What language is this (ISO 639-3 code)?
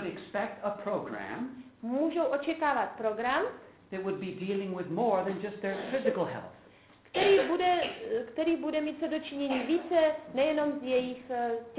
ces